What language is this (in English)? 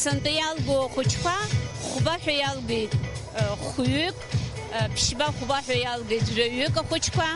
Abkhazian